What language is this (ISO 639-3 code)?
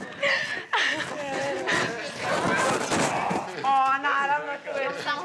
srp